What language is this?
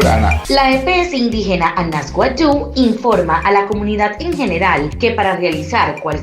Wayuu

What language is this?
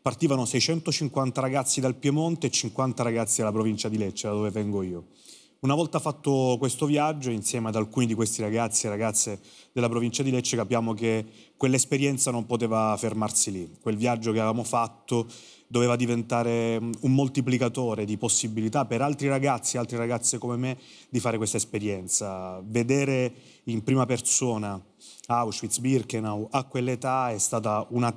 Italian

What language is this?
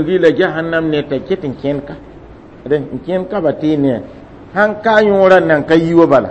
Mossi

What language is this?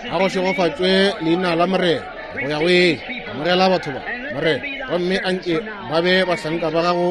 Northern Sotho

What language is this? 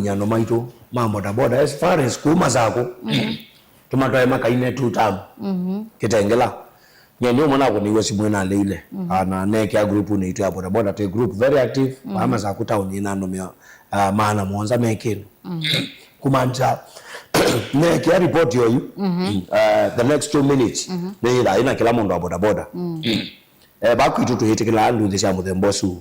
Kamba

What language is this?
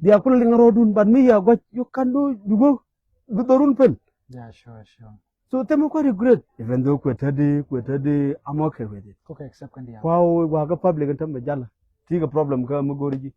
Nuer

